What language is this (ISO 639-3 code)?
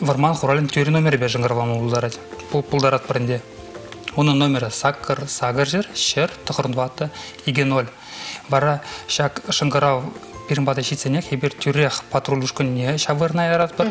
chv